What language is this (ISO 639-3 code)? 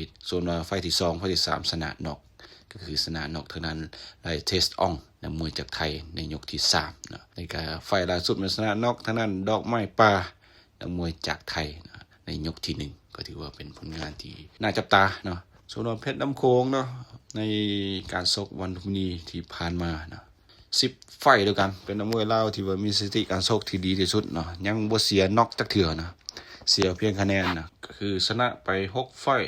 lao